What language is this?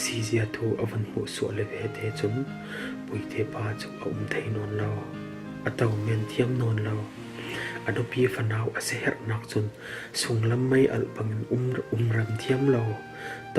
Falam Chin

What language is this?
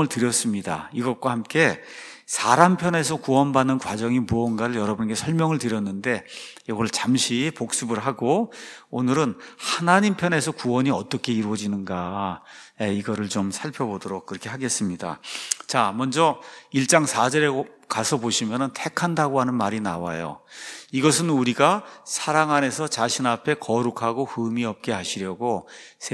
Korean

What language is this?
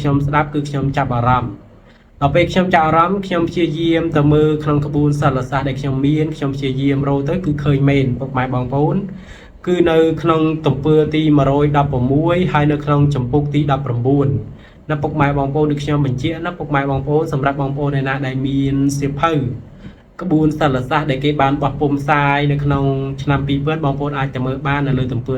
Khmer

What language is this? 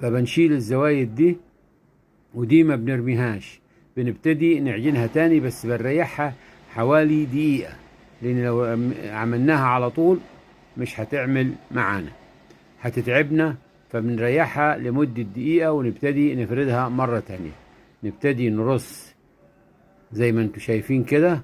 Egyptian Arabic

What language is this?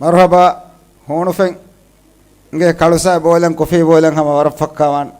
Divehi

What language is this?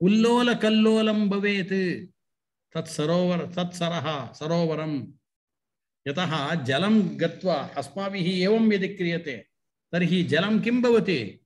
Sanskrit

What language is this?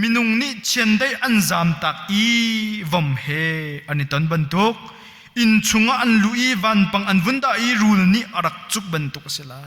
Hakha Chin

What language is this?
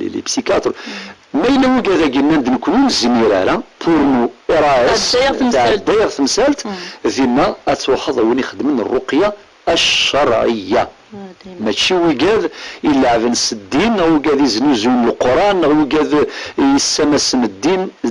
Kabyle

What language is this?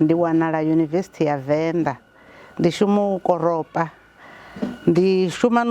Venda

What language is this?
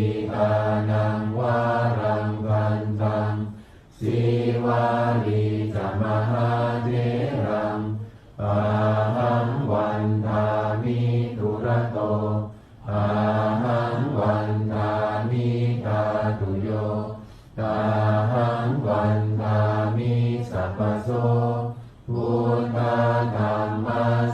Pali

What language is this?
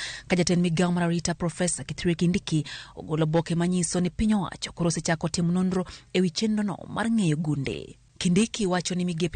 Luo (Kenya and Tanzania)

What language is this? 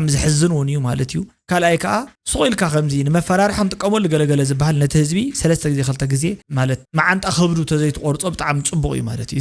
Tigrinya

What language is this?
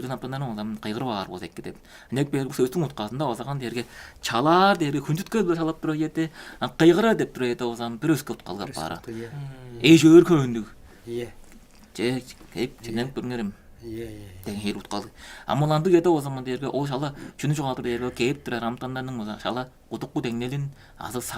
Tuvinian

